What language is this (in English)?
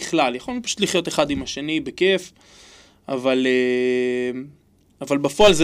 Hebrew